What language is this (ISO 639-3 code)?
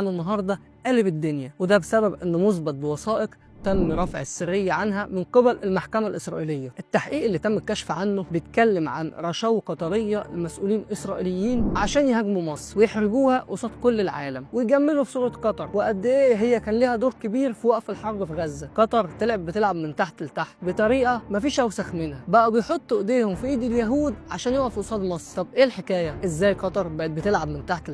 arz